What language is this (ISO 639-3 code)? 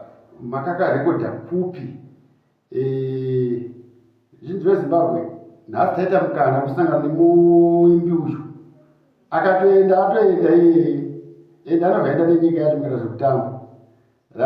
sna